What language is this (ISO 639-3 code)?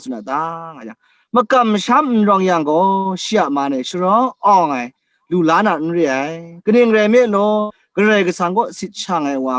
kac